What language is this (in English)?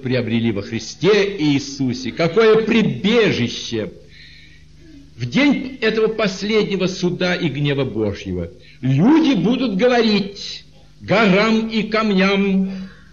Russian